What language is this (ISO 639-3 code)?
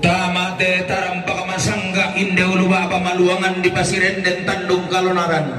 sda